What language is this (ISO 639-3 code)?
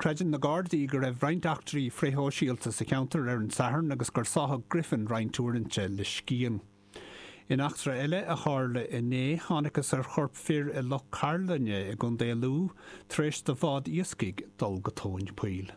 gle